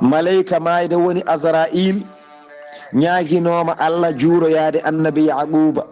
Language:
Fula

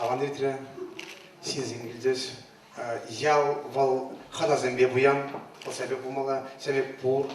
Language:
Chuvash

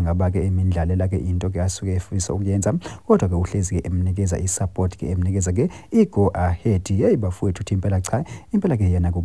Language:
Zulu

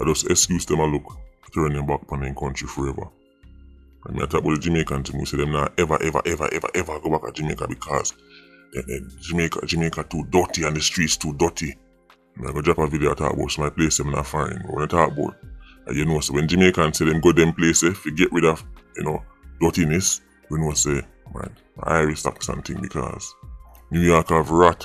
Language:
Jamaican Creole English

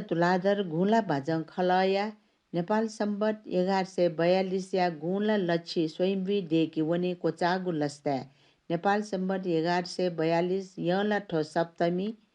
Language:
Newari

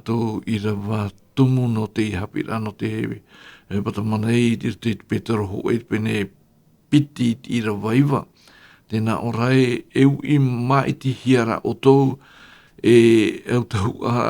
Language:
Tahitian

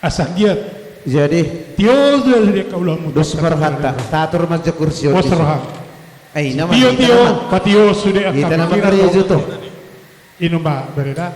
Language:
Batak Toba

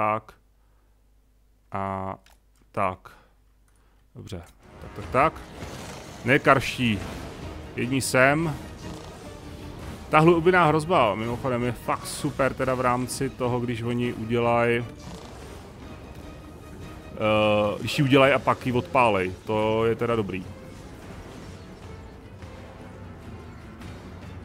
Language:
Czech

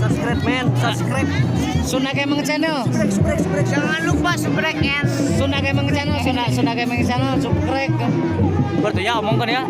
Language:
Sundanese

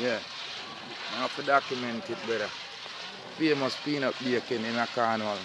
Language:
Jamaican Creole English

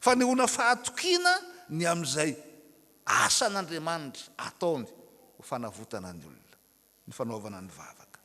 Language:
Malagasy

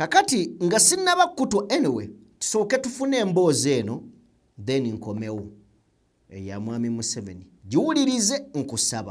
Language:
Ganda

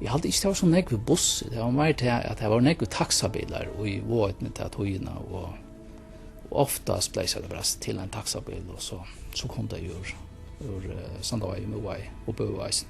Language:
Faroese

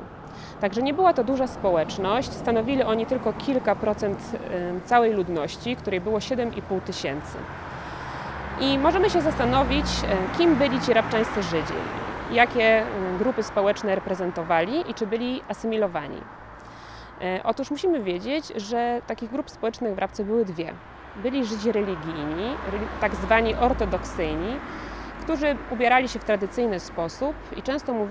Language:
Polish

